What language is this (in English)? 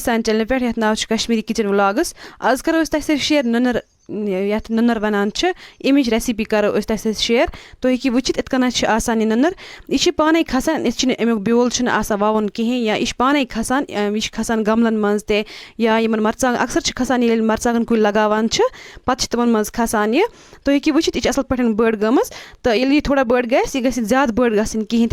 Kashmiri